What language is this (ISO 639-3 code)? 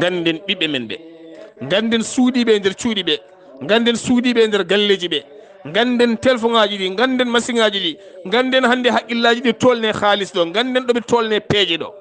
ful